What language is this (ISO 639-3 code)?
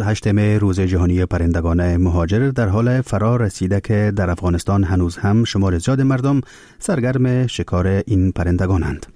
fas